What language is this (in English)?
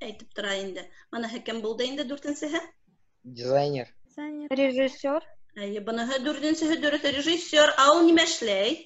Bashkir